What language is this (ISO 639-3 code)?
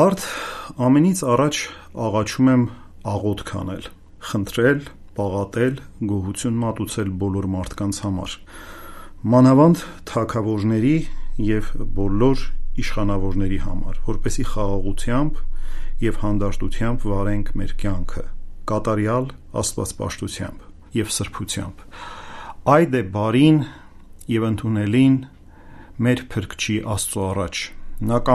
hye